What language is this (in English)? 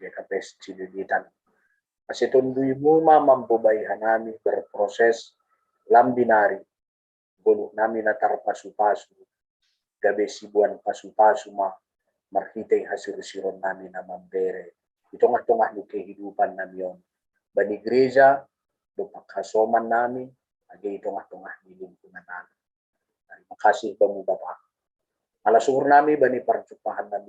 Batak Simalungun